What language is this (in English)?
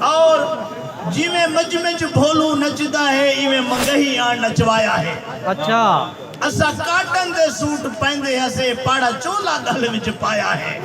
Saraiki